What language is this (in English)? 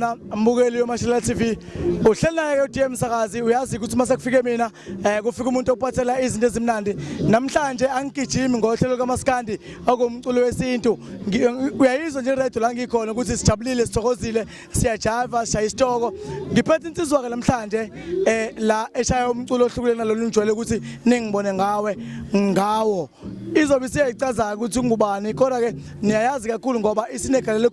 Zulu